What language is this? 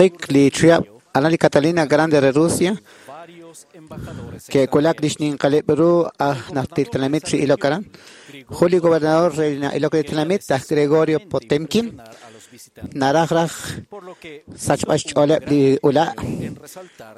Kekchí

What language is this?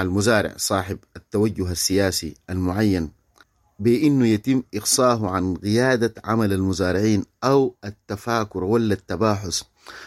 Sudanese Arabic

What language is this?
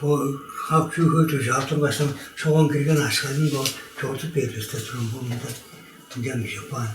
Tuvinian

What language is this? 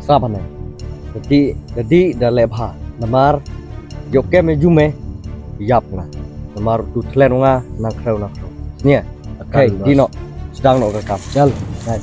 Khasi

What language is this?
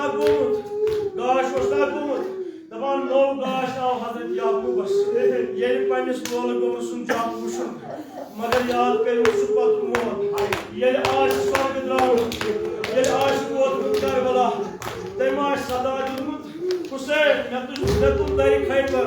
Kashmiri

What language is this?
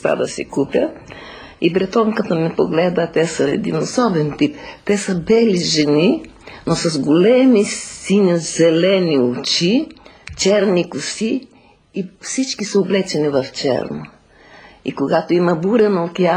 Bulgarian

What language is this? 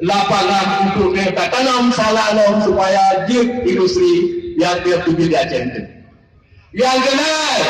Achinese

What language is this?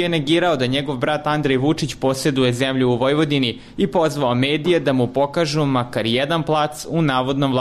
Serbian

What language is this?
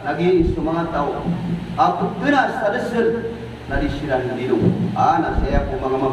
Maranao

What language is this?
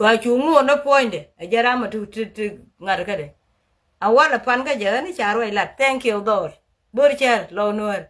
Nuer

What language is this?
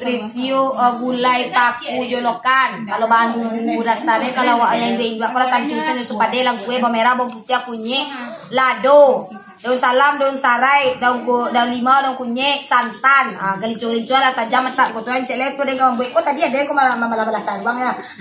Minangkabau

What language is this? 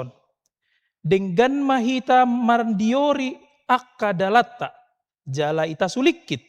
Batak Toba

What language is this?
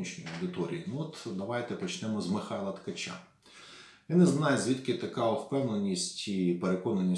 Ukrainian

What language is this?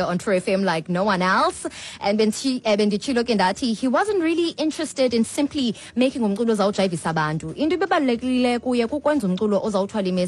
Xhosa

